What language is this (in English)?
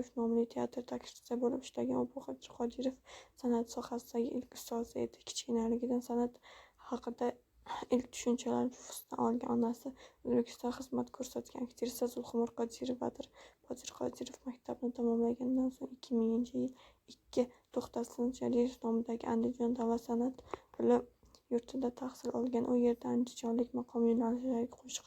Uzbek